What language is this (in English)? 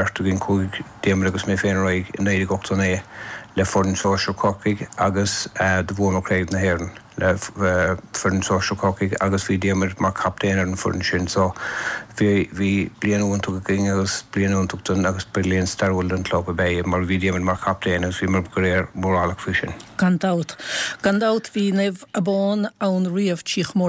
Irish